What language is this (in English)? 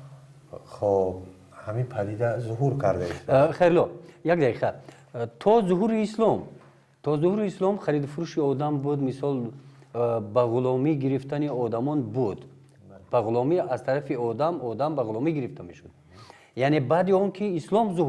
Tajik